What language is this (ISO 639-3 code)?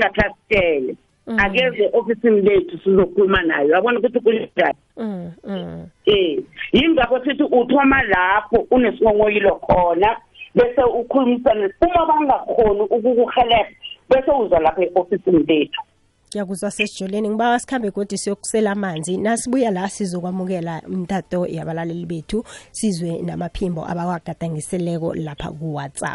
nbl